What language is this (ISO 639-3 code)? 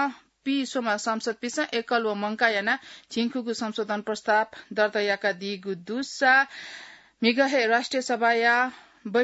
new